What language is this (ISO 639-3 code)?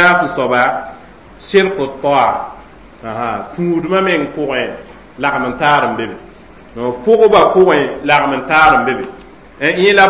mos